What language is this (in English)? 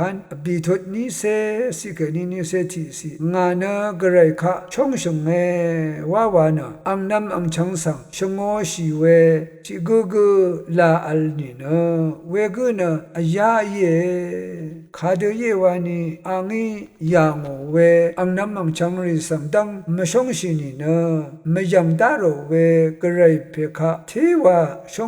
Rawang